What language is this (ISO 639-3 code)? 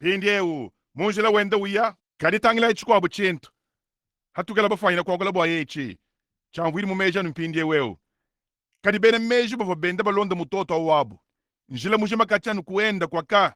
lua